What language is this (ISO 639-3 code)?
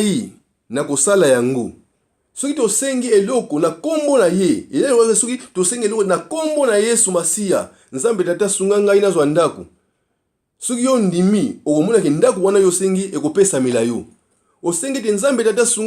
lin